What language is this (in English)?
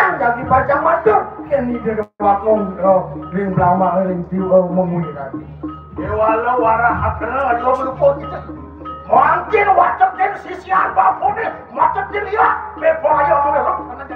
Balinese